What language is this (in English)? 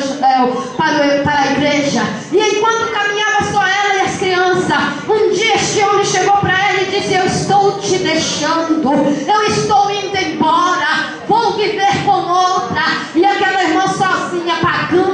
Portuguese